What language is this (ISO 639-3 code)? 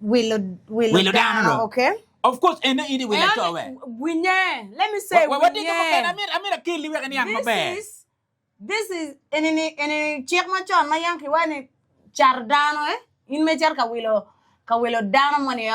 ach